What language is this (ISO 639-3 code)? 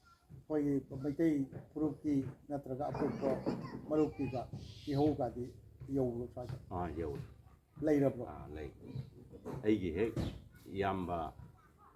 mni